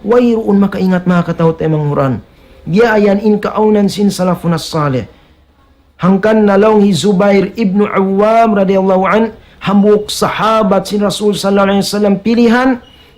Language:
Tausug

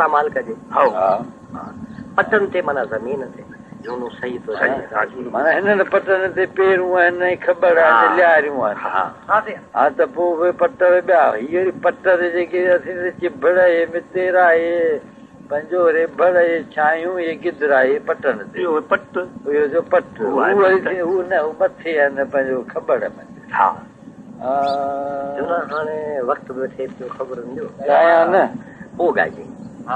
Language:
Sindhi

